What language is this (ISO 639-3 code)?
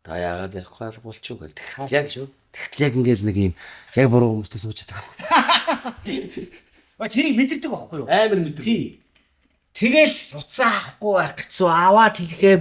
mon